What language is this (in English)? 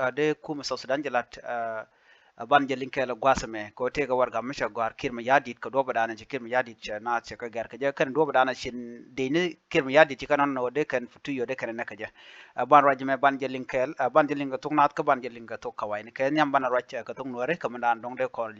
Nuer